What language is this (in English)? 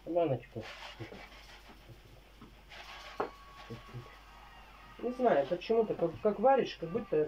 Russian